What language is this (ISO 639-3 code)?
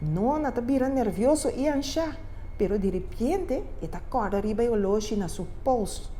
pap